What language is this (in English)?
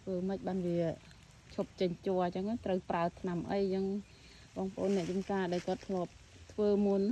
Khmer